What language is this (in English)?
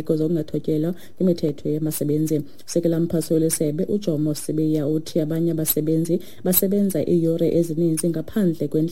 Xhosa